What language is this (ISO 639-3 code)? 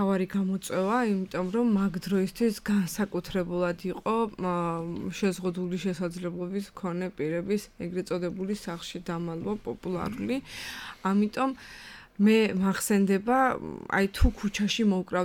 kat